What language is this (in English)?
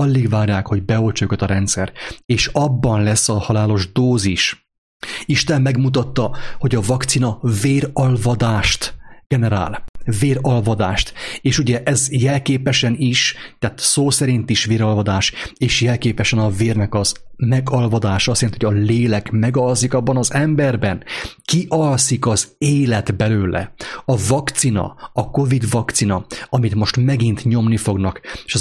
Hungarian